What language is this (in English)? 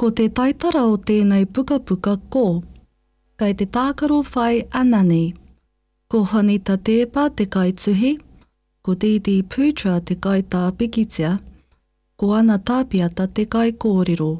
Māori